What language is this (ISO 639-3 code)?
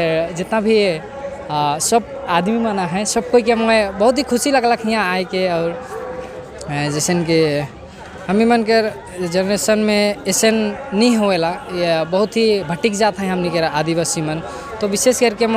sck